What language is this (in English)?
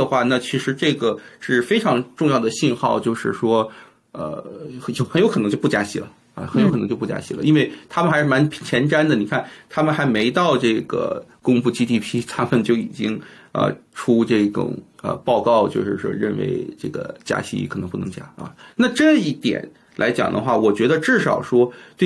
Chinese